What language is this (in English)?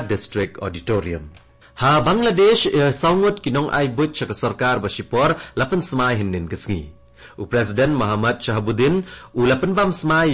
Khasi